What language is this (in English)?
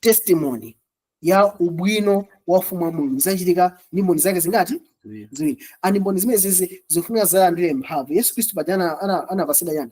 Nyanja